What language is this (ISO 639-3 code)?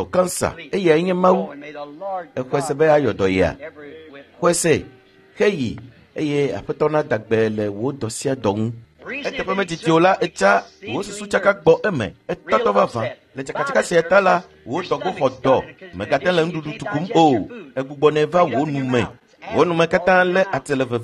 ewe